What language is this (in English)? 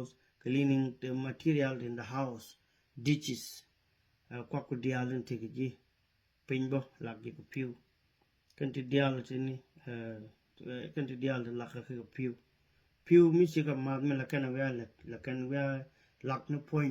Nuer